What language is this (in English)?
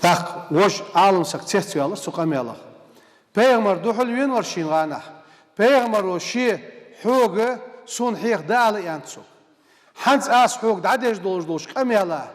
Ingush